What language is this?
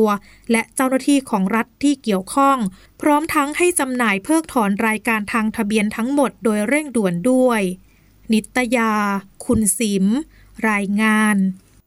Thai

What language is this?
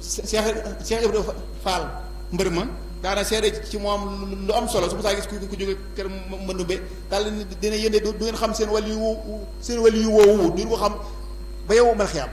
Wolof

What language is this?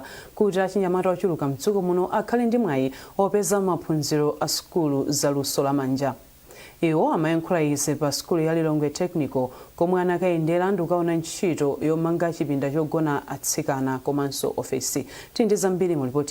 Nyanja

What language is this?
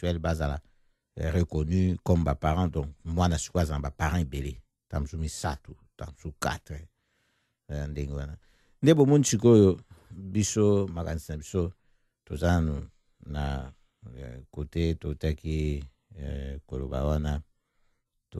Lingala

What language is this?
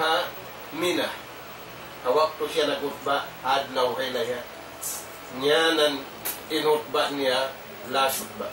Tausug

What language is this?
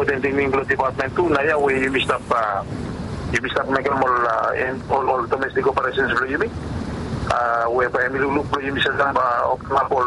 Bislama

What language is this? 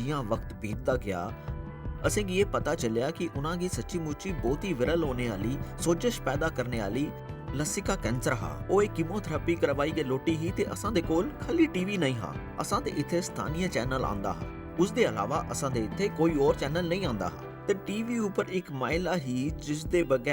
Dogri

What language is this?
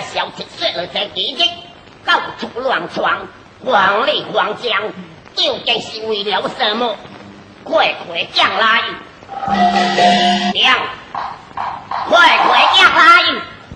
Min Nan Chinese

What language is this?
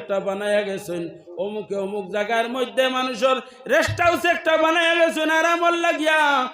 Sylheti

